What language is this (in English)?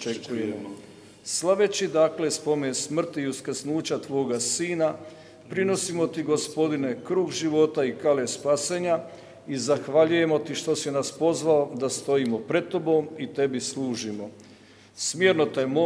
Croatian